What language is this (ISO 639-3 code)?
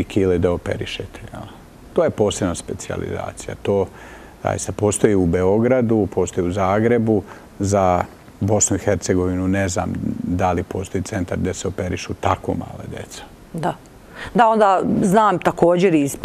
bos